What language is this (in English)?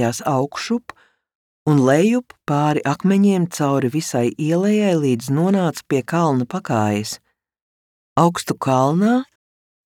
Latvian